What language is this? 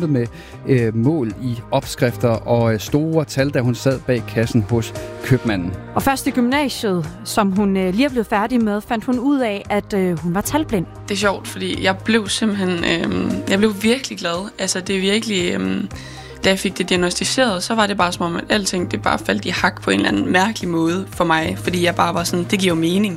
Danish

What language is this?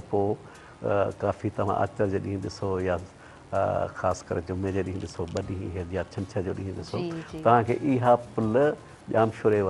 Sindhi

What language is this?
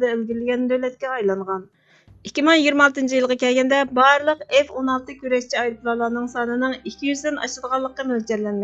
Uyghur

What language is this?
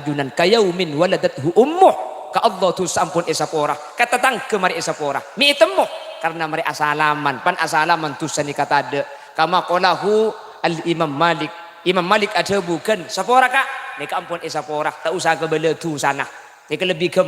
Madurese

